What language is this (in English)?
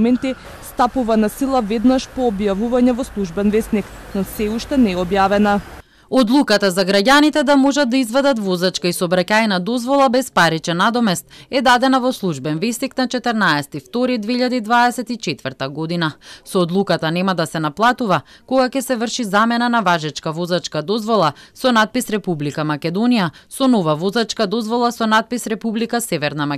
Macedonian